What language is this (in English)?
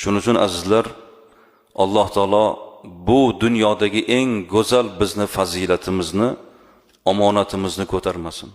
Uzbek